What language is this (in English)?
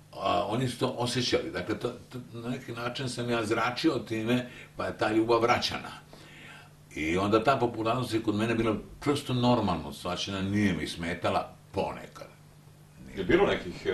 Serbian